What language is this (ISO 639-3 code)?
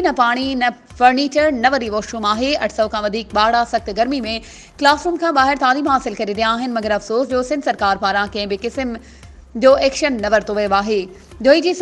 snd